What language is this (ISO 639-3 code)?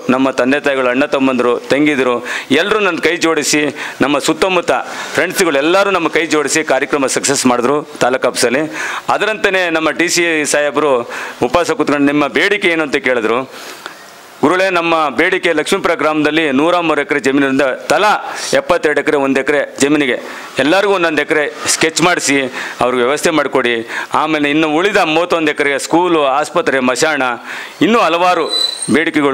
kan